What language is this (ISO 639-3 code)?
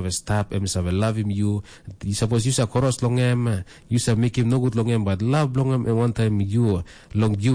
tpi